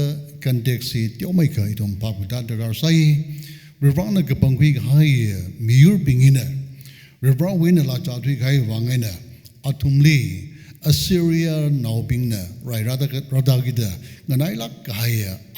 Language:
Tangkhul Naga (India)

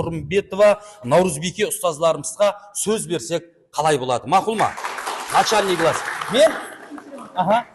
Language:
Kara-Kalpak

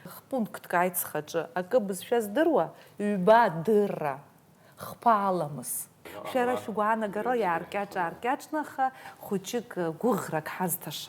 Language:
Abkhazian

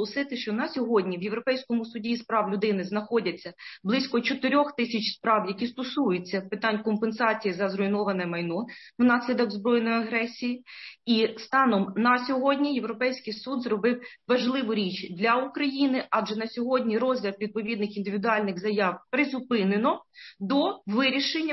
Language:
Ukrainian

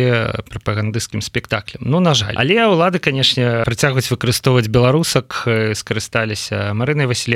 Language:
Belarusian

